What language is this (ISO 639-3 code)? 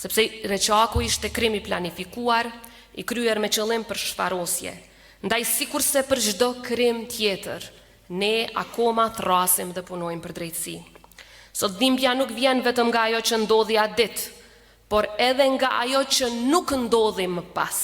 sqi